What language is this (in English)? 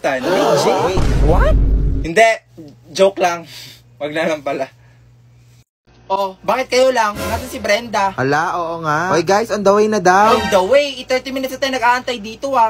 Filipino